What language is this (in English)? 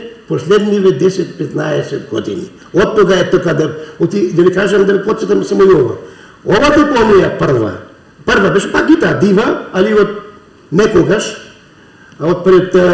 Macedonian